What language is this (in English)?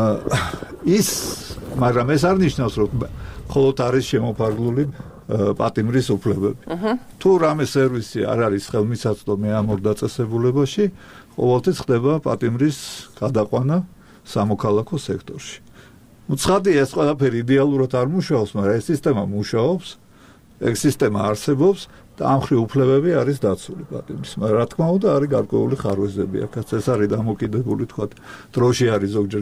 Georgian